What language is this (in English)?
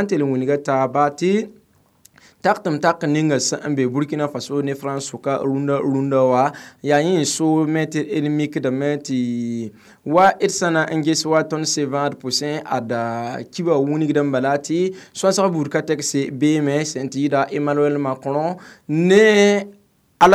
Mossi